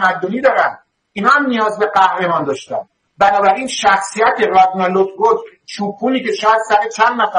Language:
Persian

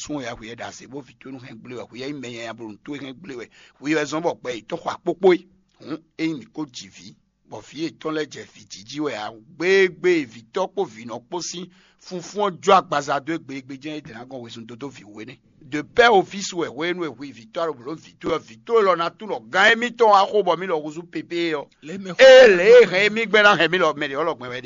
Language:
Fon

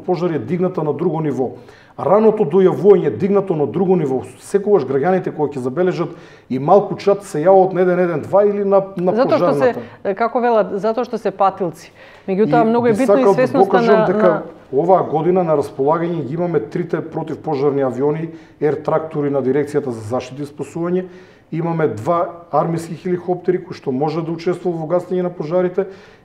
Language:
Macedonian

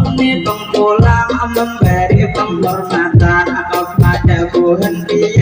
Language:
Banjar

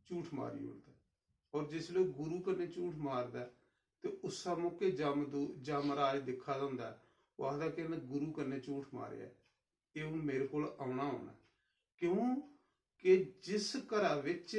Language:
Dogri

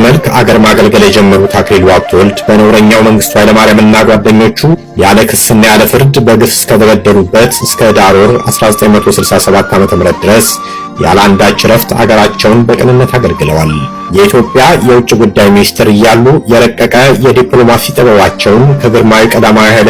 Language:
Amharic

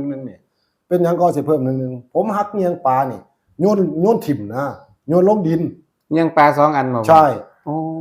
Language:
Northeastern Thai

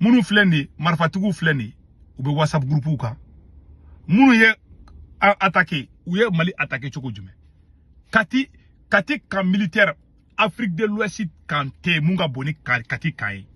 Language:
Bambara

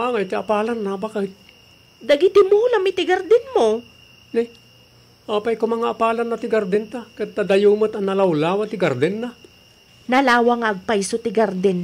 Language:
Iloko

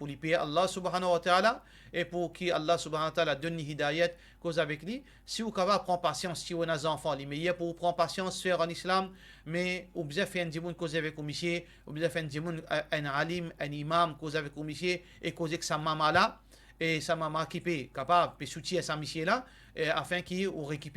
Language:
Morisyen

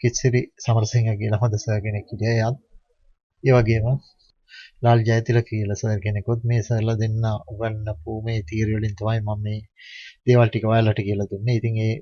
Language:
Sinhala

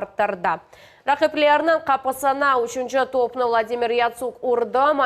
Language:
Crimean Tatar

